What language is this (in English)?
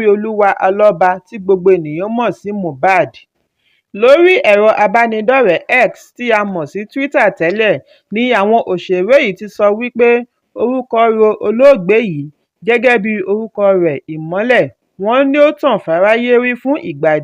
Yoruba